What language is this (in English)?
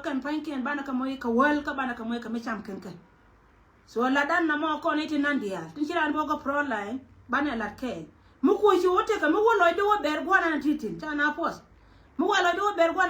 Nuer